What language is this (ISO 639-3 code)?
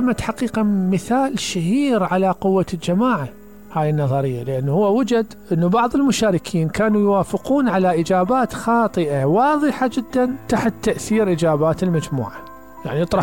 acm